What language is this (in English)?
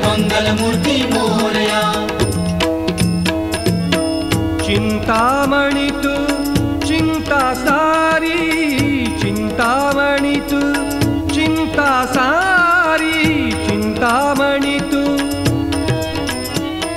Marathi